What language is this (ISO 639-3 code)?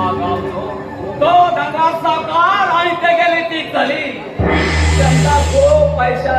kok